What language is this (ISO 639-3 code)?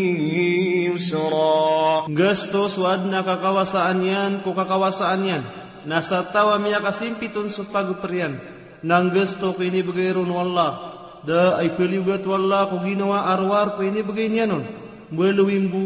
mrw